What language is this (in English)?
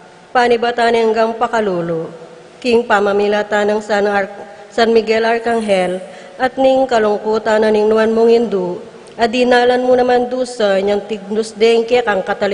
Pampanga